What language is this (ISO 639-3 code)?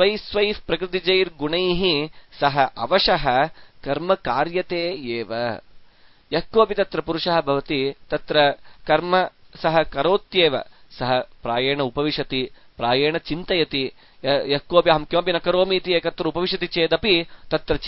san